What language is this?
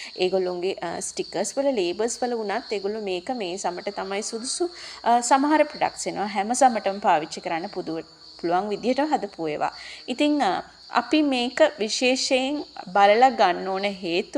Sinhala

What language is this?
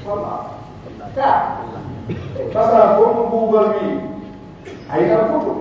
Pular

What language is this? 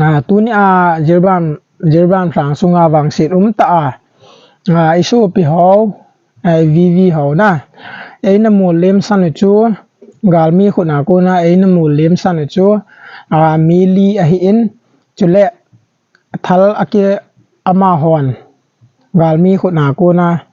Thado Chin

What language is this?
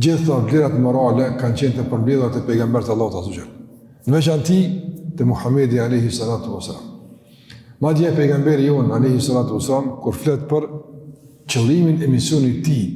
Albanian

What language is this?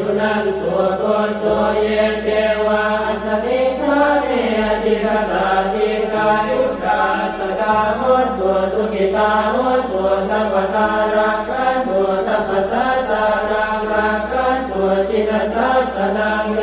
Pali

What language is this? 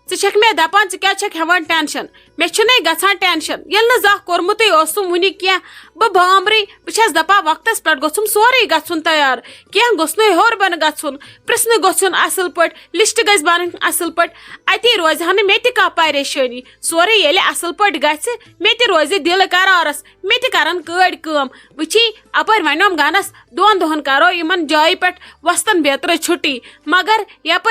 Kashmiri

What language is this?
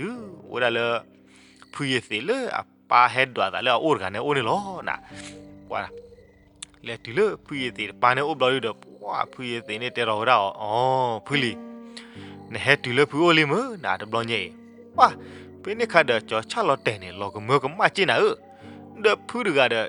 S'gaw Karen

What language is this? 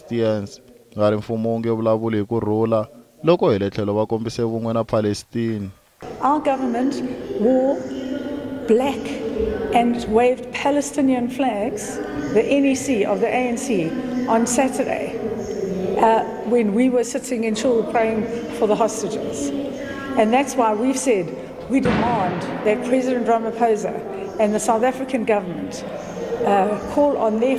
Tsonga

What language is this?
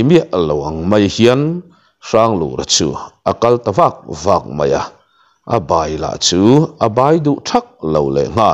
Mizo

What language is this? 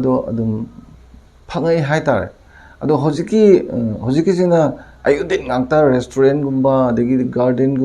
Manipuri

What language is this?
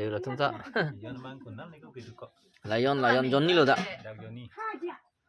Karbi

